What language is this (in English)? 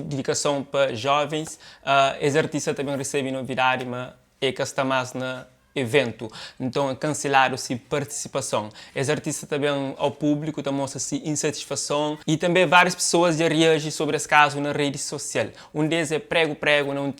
Kabuverdianu